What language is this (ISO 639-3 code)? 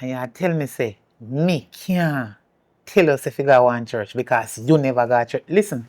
jam